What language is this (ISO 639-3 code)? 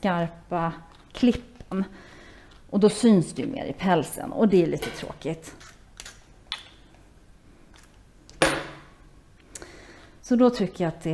swe